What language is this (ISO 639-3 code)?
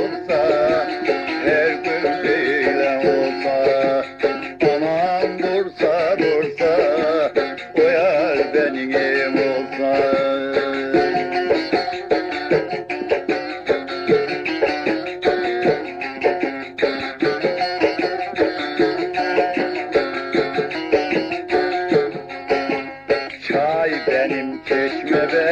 tur